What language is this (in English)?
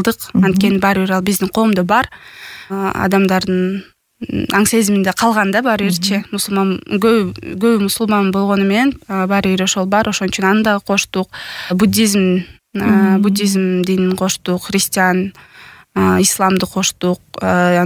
Kyrgyz